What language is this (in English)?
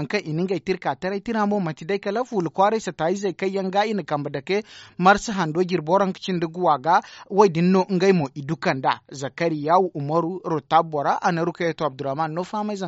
Zarma